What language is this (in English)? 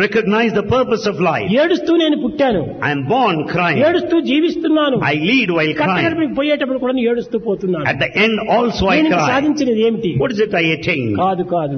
Telugu